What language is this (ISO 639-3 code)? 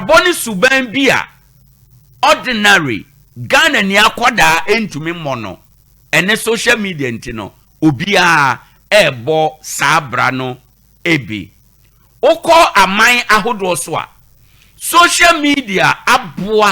aka